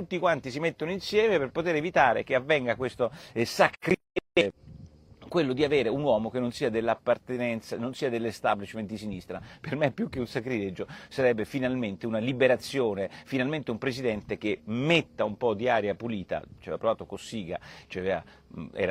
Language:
Italian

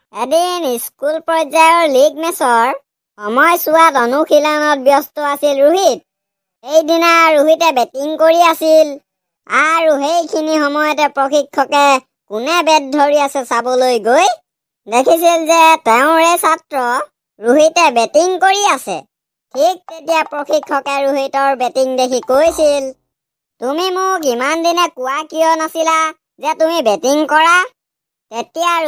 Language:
Assamese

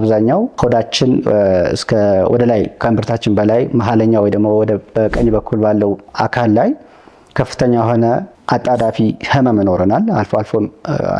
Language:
Amharic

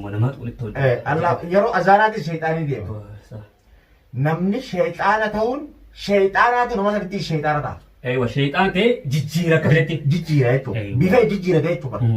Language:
Oromo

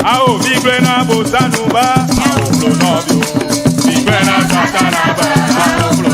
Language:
Ewe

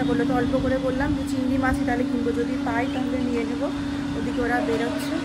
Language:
Bangla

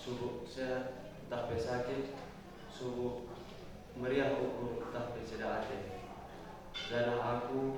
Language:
Batak Karo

